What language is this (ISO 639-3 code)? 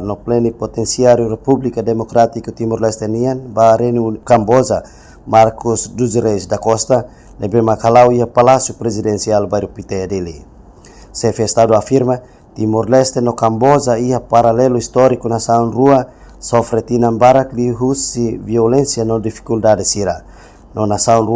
tet